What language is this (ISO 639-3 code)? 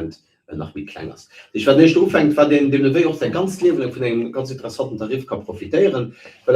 ltz